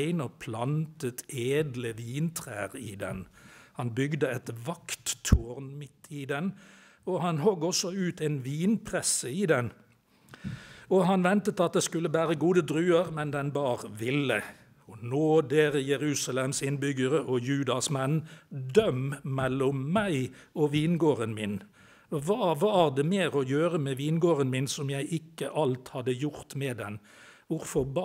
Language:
Norwegian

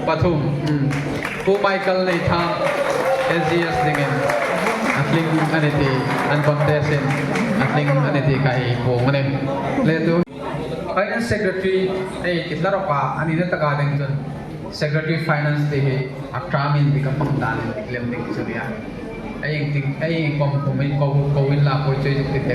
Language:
Hmar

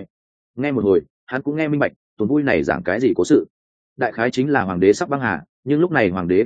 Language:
Vietnamese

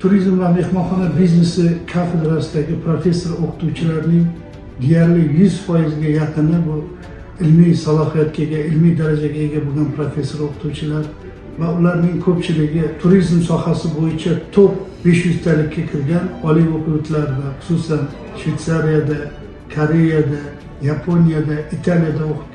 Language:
Uzbek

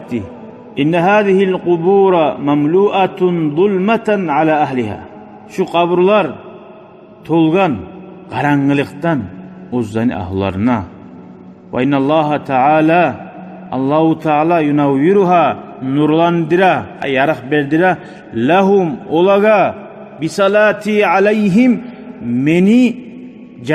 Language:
Kumyk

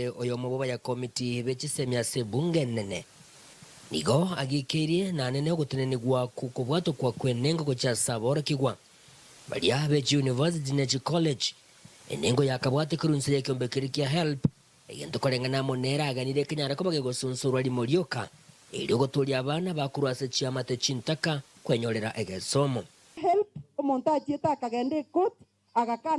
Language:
Gusii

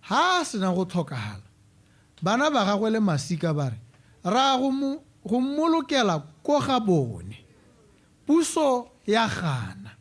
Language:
Tswana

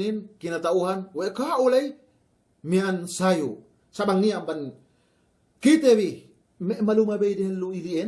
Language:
Yakan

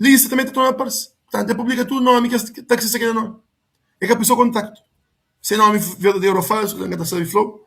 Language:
Kabuverdianu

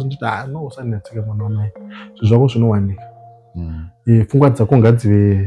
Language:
Shona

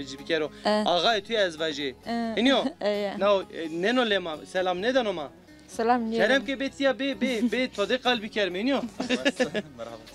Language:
Zaza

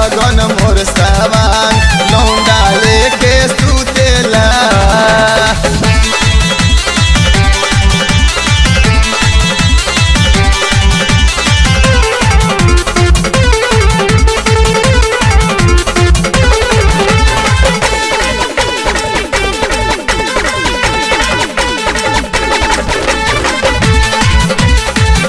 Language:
Bhojpuri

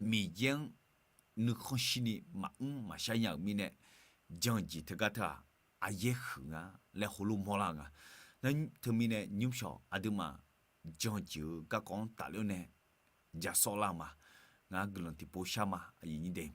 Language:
Akha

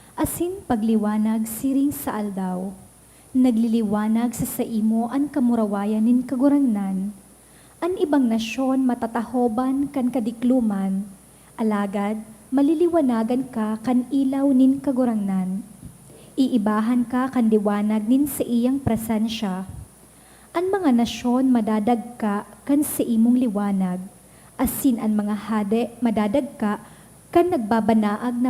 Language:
Bikol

